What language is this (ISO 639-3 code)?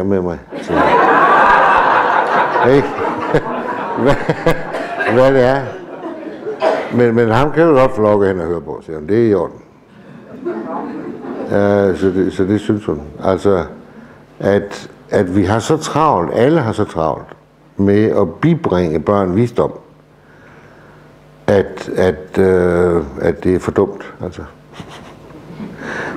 dan